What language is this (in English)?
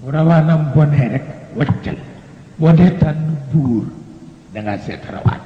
Wolof